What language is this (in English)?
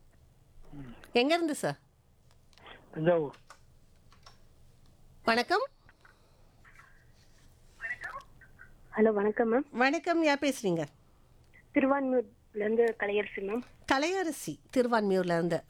Tamil